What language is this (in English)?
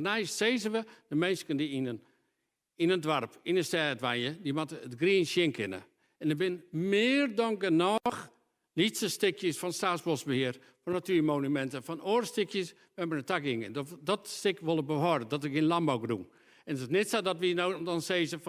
Western Frisian